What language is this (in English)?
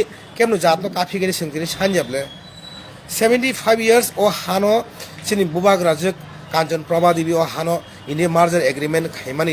Kok Borok